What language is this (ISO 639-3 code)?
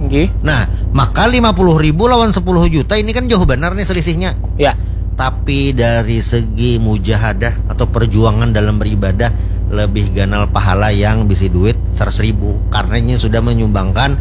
bjn